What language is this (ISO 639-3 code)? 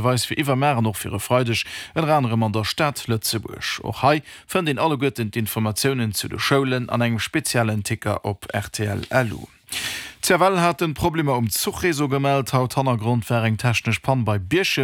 ltz